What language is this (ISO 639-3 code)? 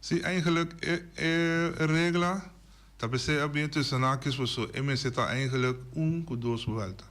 pap